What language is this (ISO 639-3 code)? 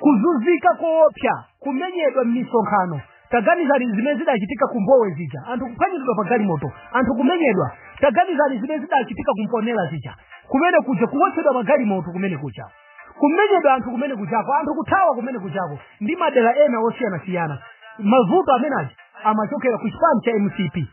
nya